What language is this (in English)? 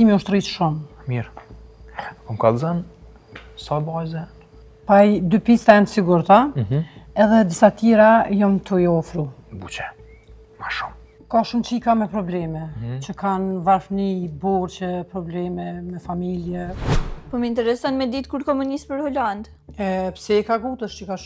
Albanian